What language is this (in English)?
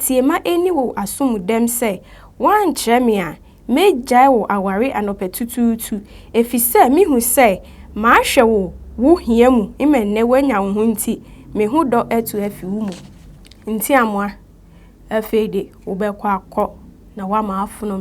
Akan